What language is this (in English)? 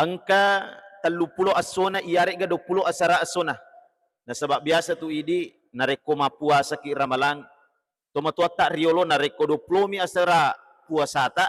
Buginese